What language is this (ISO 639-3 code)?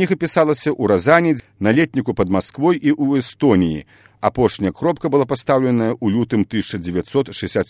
bel